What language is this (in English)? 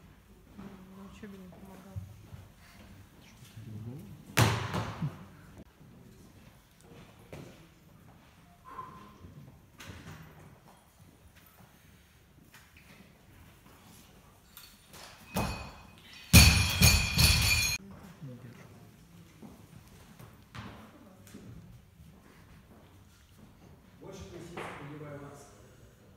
Russian